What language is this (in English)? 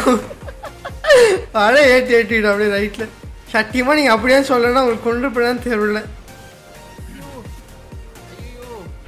Tamil